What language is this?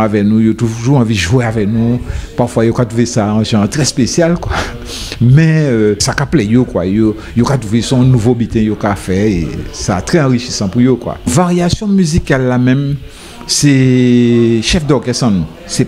Guadeloupean Creole French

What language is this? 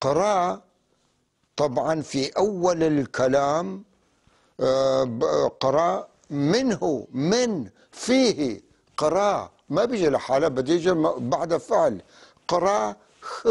North Levantine Arabic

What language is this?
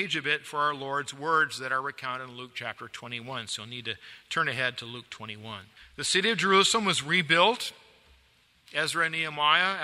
English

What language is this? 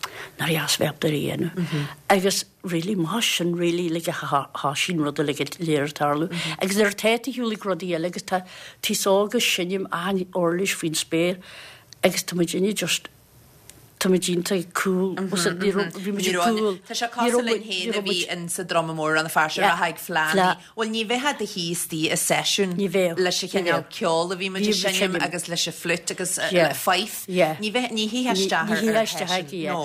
Irish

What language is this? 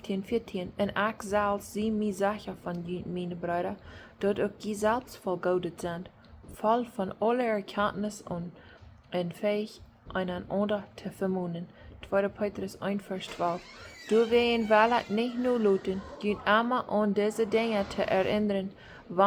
Plautdietsch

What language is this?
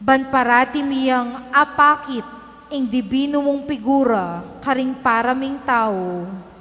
Pampanga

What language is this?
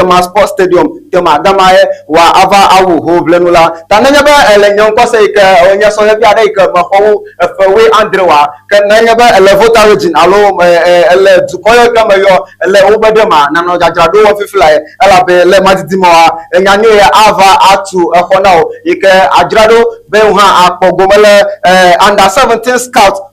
Ewe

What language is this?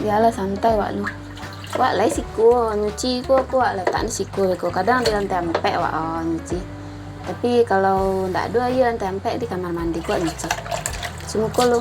Minangkabau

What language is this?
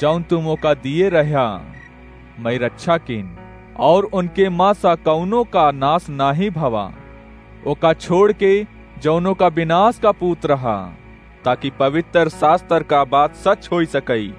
Awadhi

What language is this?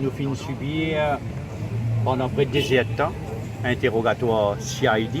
Morisyen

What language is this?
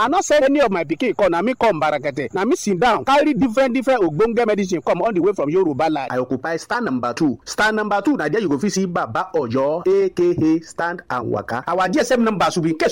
Nigerian Pidgin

